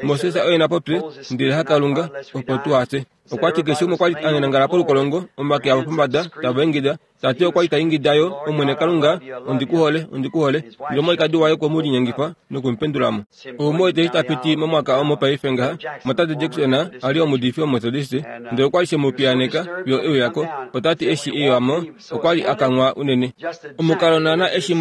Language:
Kuanyama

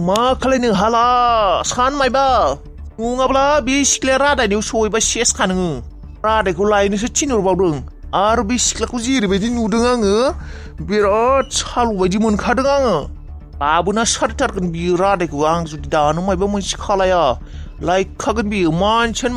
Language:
Bodo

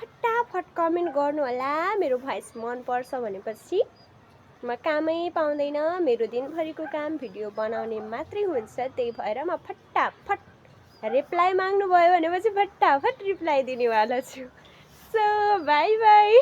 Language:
Nepali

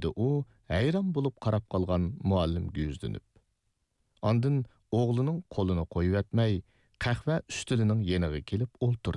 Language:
Uyghur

